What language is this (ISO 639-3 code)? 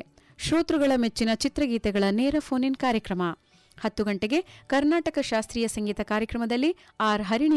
kan